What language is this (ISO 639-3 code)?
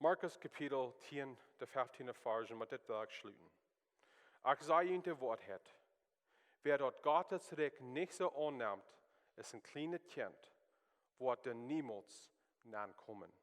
pdt